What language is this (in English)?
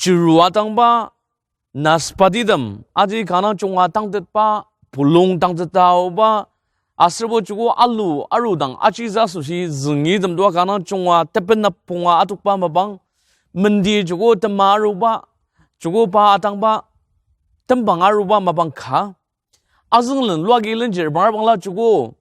Ao Naga